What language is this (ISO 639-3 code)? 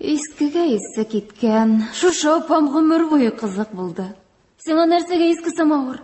tat